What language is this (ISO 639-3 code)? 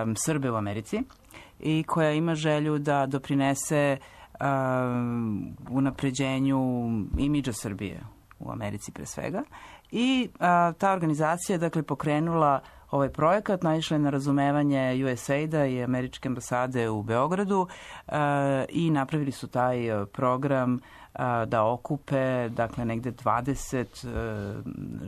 srp